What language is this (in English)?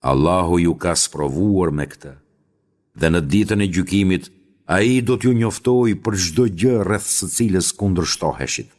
Albanian